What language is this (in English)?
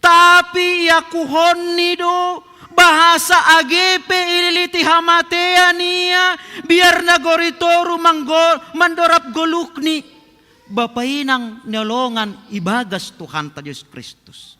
Batak Simalungun